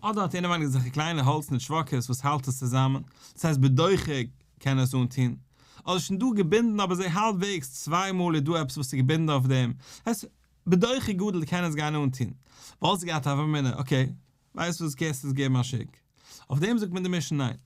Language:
Yiddish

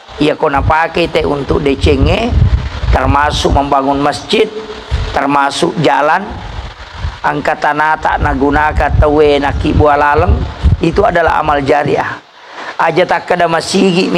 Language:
Buginese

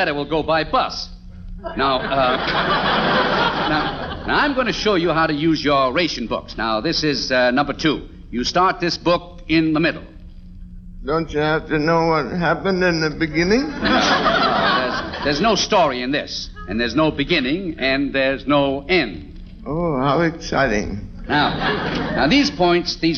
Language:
English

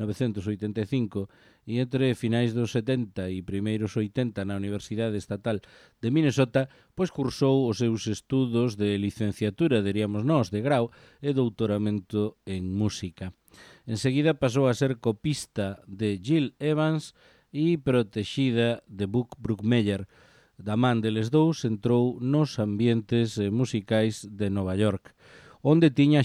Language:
Galician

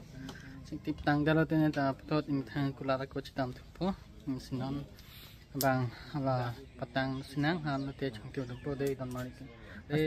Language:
Karbi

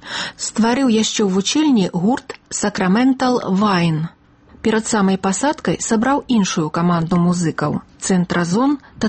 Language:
Belarusian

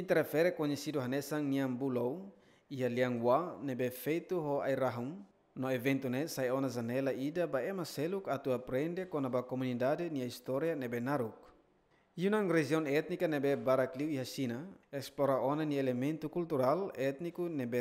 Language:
Tetum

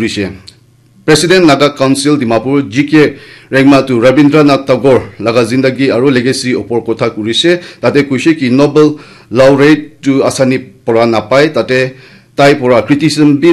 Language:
Naga Pidgin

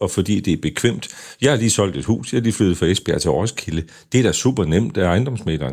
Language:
Danish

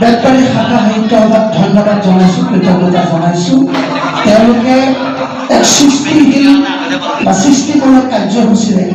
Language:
Assamese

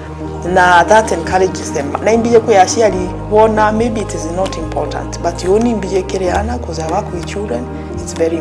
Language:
Meru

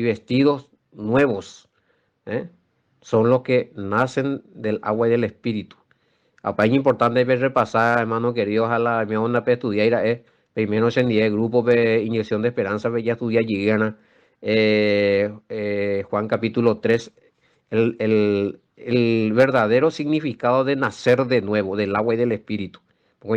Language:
Guarani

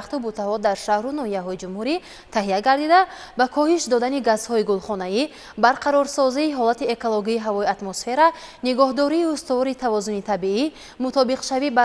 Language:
Tajik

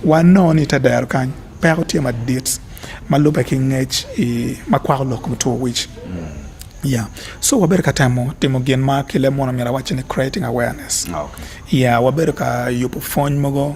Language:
Acoli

